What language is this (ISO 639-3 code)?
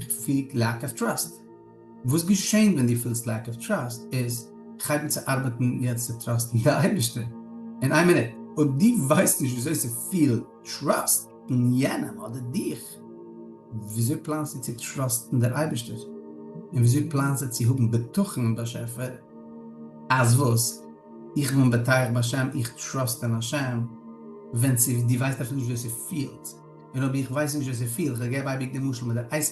yid